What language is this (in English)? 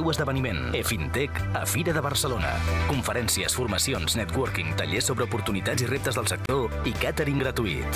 Catalan